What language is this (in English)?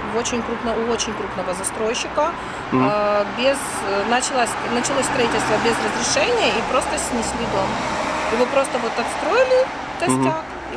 Russian